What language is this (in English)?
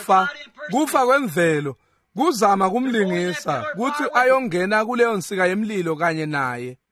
Swati